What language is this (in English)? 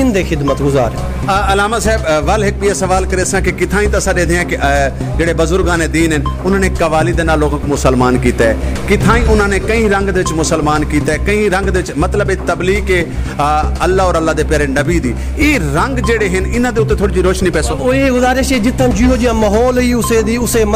Saraiki